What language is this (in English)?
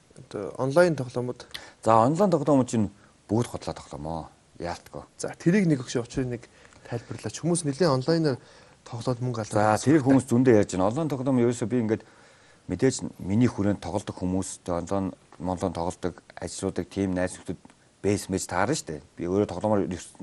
Mongolian